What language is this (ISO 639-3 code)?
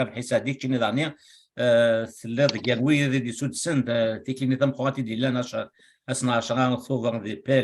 kab